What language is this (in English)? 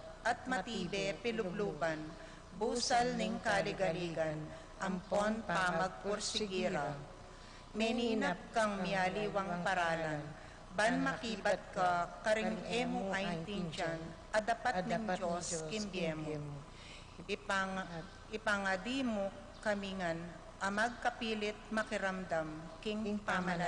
Pampanga